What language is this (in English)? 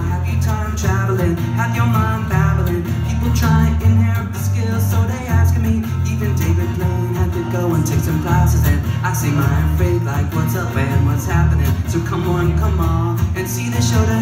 English